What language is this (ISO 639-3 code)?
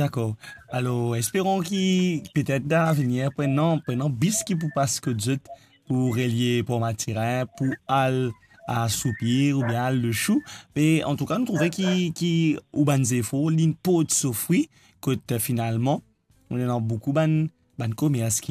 mfe